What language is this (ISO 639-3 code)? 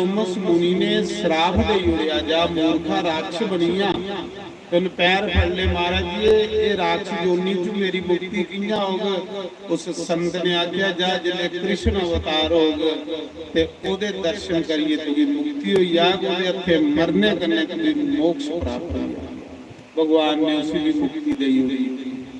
doi